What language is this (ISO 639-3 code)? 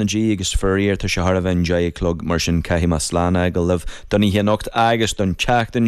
gle